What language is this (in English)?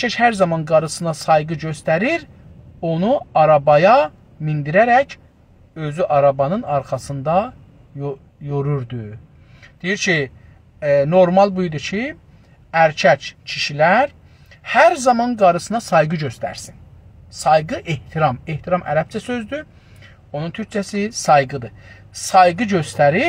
South Azerbaijani